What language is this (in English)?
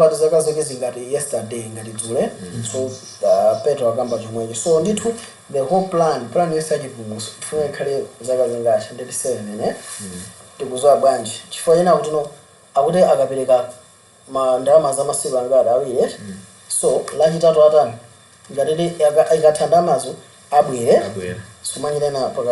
Nyanja